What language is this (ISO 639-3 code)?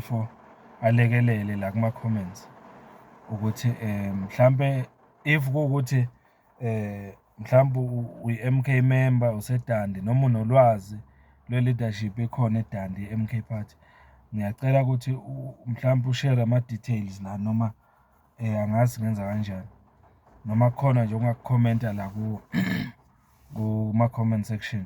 zul